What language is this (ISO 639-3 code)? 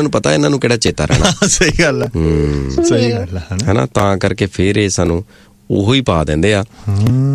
pan